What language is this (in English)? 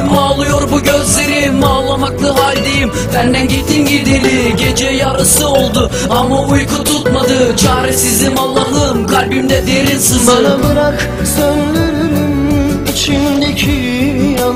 Turkish